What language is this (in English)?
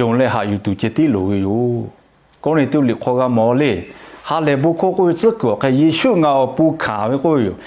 Lahu